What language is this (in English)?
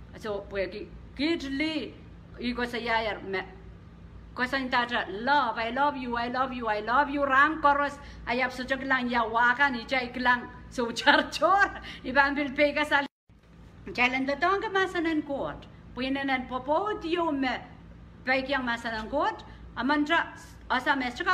Pohnpeian